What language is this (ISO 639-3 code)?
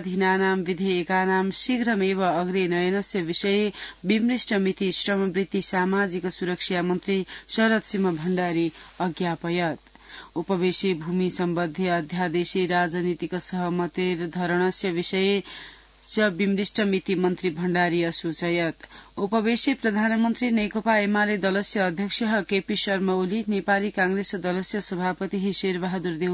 san